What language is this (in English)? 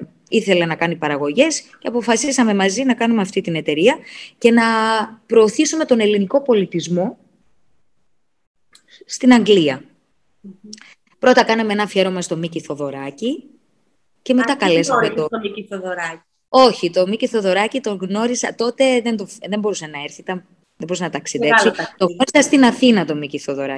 Greek